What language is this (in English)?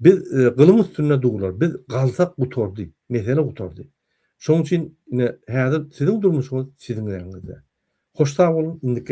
Turkmen